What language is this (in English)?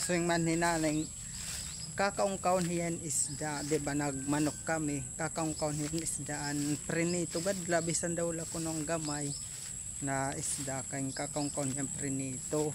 Waray